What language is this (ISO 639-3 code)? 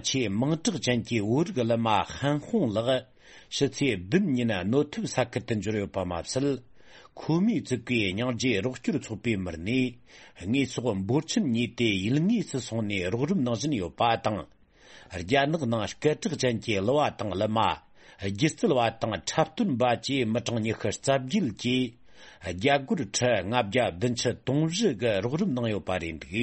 bod